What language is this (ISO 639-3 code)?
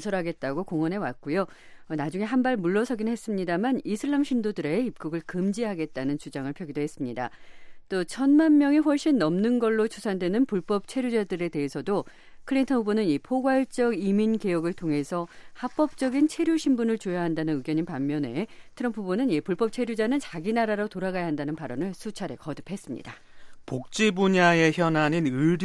kor